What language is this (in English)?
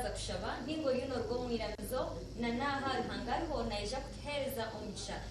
Nyankole